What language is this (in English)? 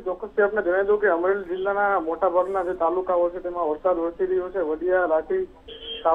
Gujarati